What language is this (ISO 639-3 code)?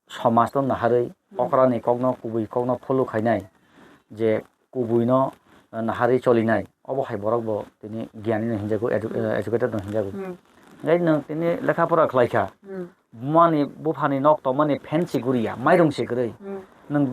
trp